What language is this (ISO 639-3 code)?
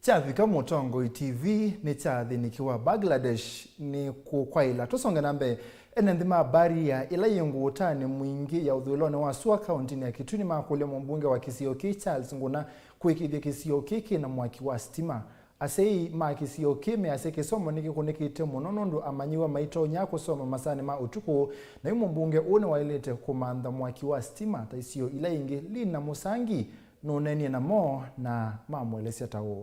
kam